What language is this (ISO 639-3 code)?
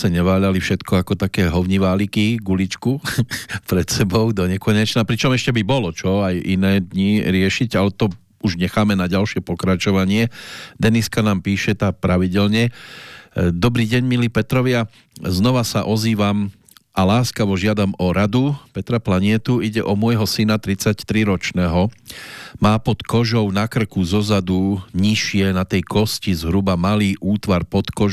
slk